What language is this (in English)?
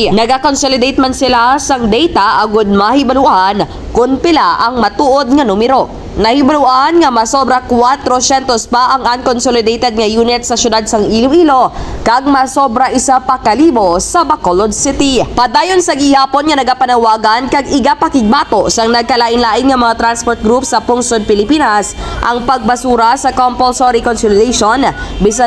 Hiligaynon